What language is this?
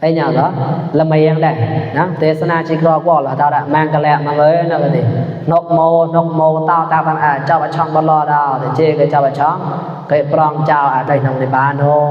Mon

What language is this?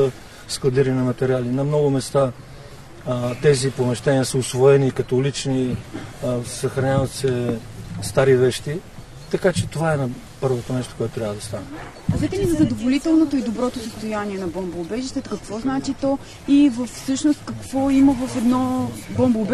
Bulgarian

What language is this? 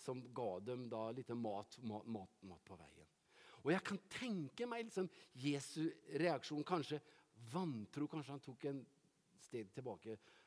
Norwegian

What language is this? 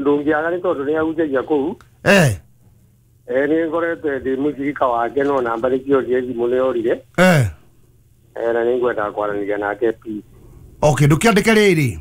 Kikuyu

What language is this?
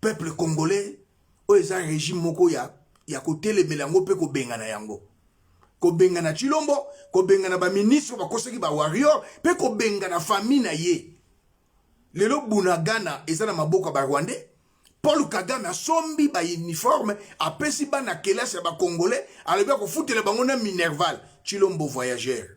Lingala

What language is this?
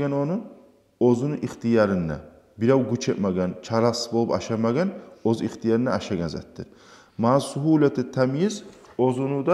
Kumyk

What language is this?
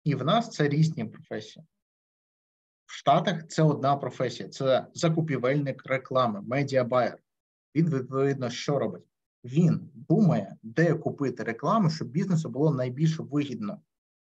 Ukrainian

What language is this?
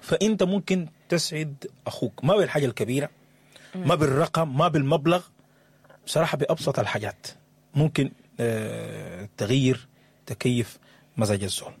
Sudanese Arabic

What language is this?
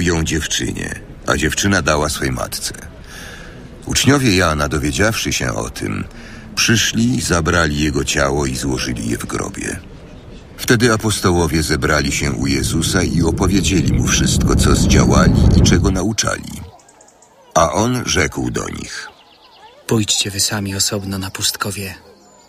Polish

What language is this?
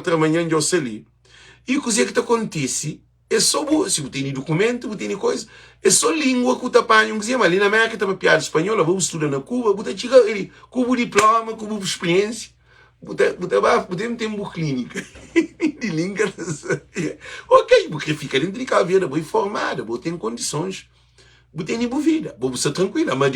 Kabuverdianu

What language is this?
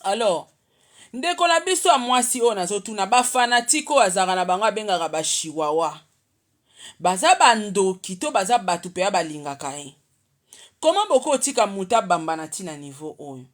Lingala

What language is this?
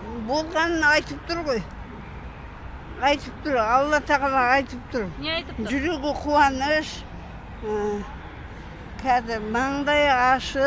Kazakh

